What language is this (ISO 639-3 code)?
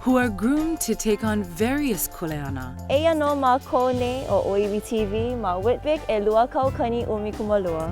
haw